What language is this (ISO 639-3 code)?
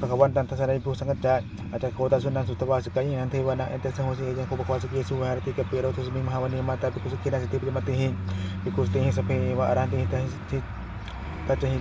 pli